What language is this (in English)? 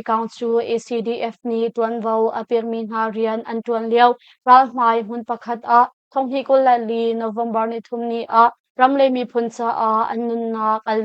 Hakha Chin